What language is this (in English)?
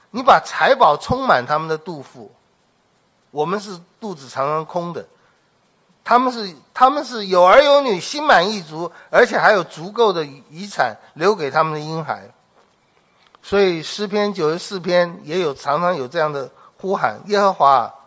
Chinese